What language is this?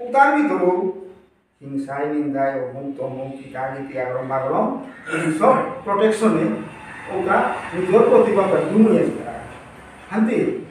Bishnupriya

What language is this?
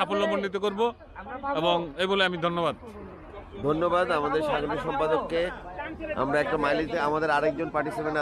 Bangla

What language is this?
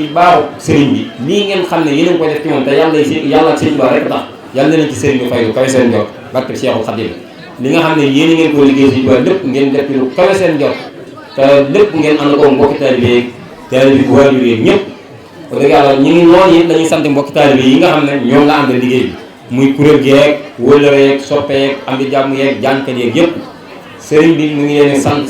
Wolof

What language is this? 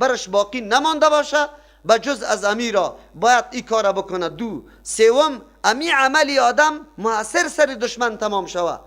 Persian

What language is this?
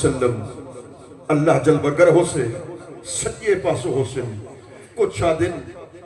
Saraiki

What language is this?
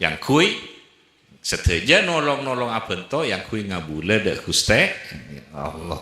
Madurese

